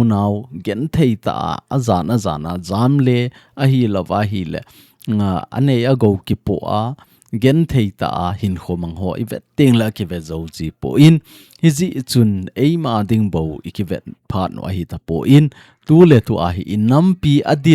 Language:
Thado Chin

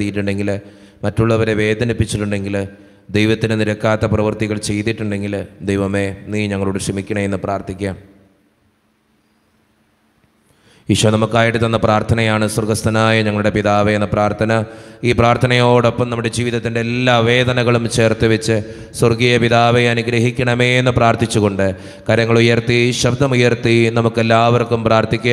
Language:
Malayalam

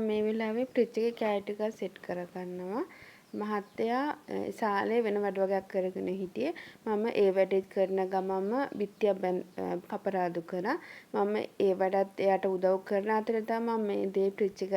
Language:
Sinhala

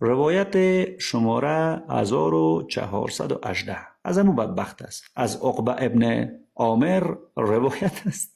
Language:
Persian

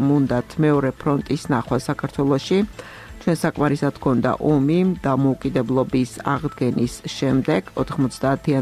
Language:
Georgian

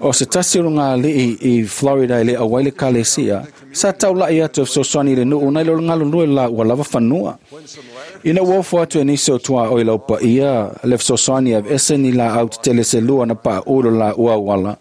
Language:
Samoan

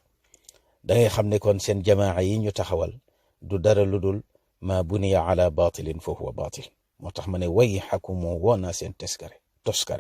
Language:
Wolof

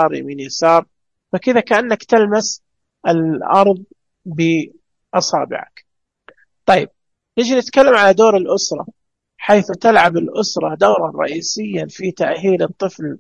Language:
Najdi Arabic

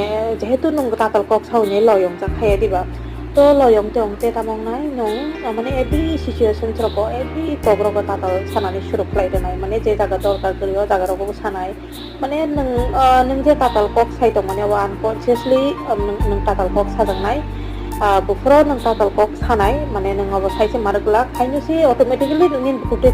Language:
Kok Borok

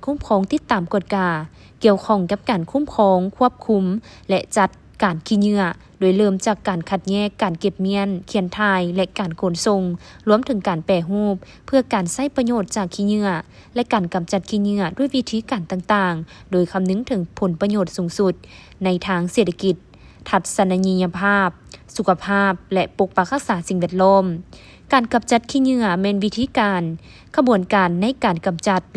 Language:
Lao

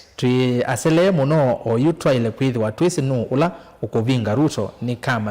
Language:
Kamba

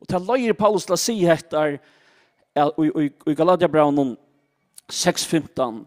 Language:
Faroese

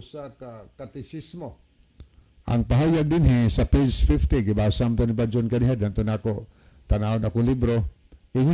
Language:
Cebuano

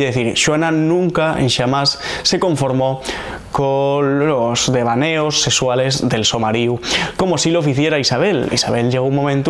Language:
Asturian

